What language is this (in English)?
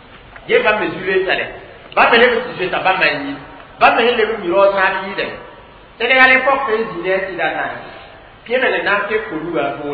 Mossi